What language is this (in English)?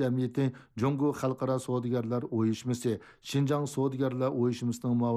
Uyghur